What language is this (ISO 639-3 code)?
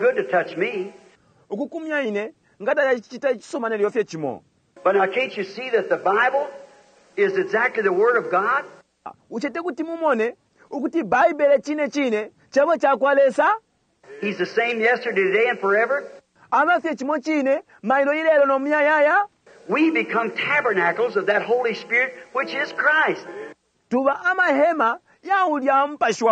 bem